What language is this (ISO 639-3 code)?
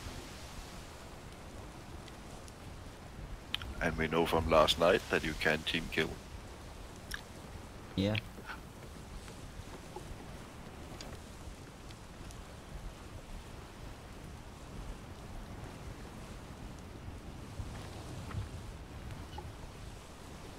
eng